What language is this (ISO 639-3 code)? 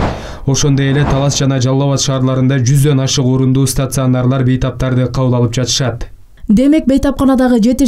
kir